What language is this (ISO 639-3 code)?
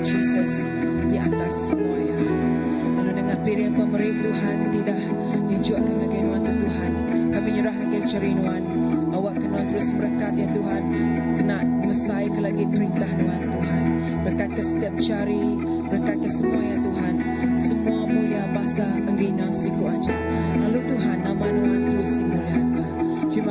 iba